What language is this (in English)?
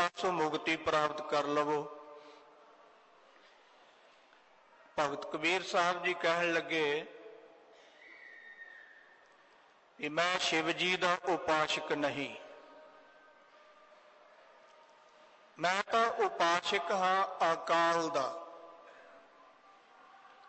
Punjabi